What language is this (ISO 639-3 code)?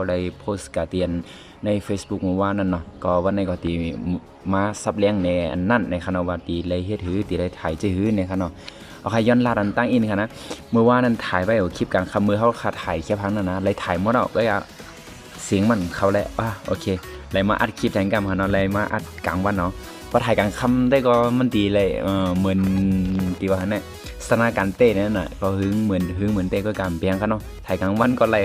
shn